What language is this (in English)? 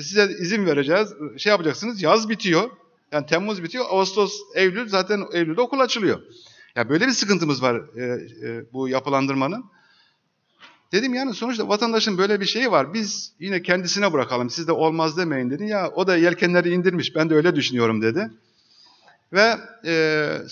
Turkish